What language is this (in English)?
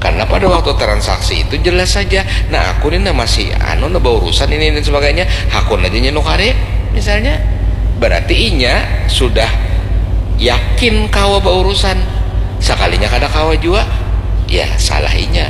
Banjar